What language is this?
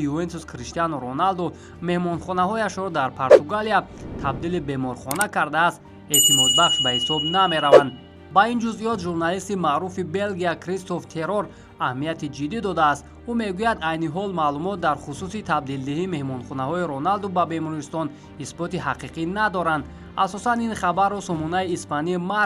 Tajik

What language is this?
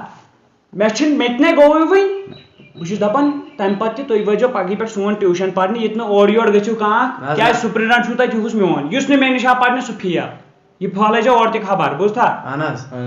Kashmiri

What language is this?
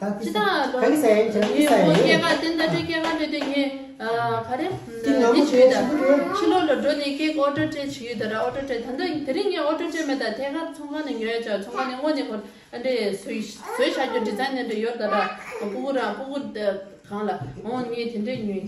Tibetan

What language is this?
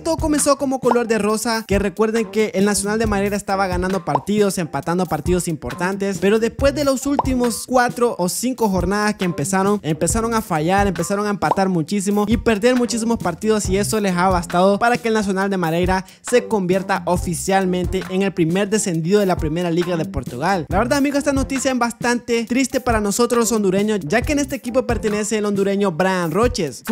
Spanish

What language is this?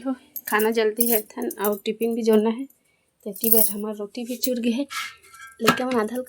Chhattisgarhi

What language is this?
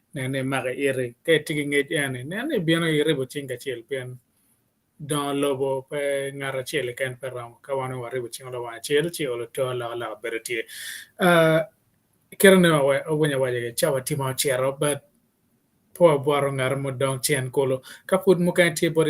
Acoli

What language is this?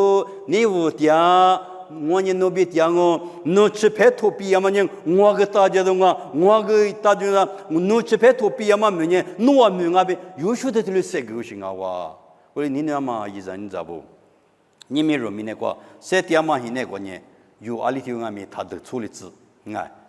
Lisu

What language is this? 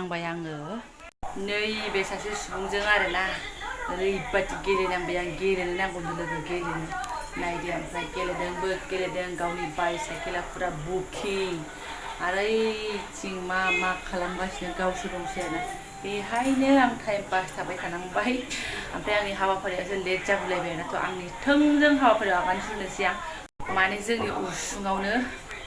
Bodo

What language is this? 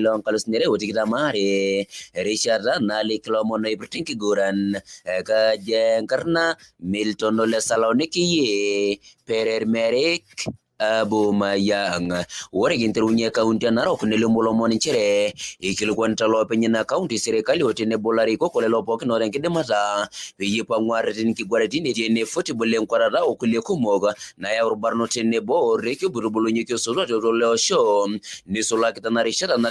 Masai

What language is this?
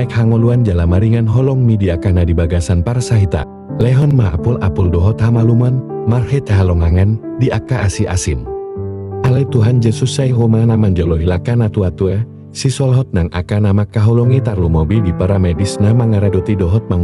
Batak Toba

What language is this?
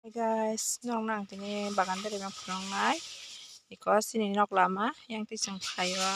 Kok Borok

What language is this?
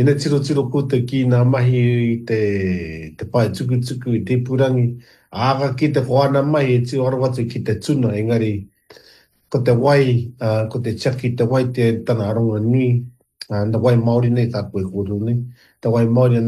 Māori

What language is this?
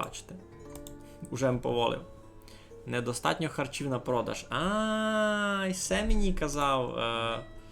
Rusyn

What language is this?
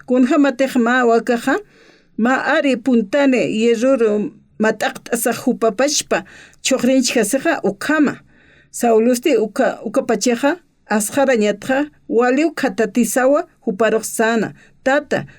Aymara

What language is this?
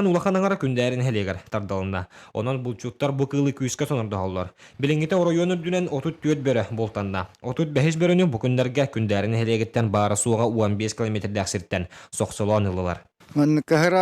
Yakut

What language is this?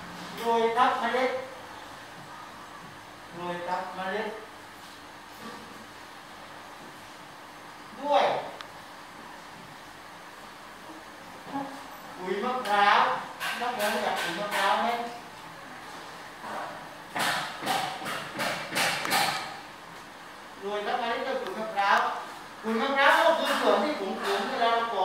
Thai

